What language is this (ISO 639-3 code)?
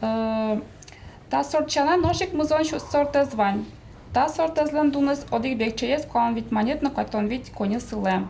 udm